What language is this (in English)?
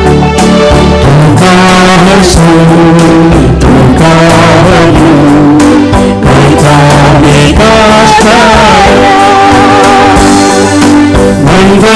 Konkani